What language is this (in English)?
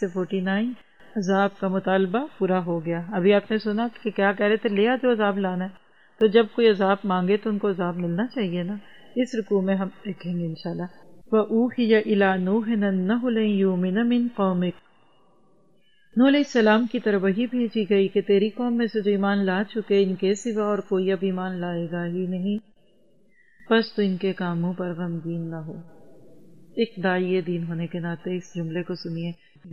Urdu